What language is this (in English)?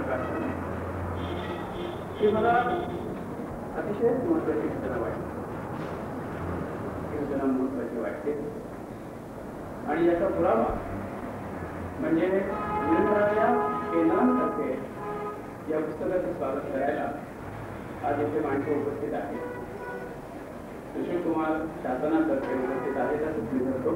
Marathi